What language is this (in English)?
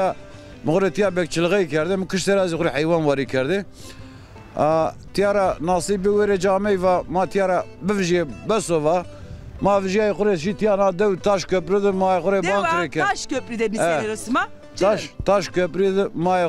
Zaza